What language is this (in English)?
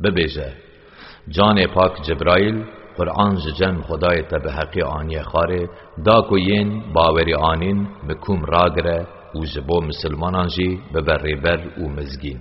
Kurdish